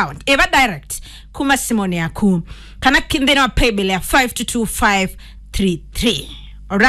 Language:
Kamba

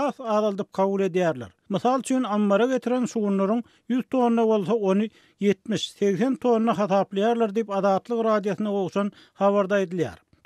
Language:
Turkmen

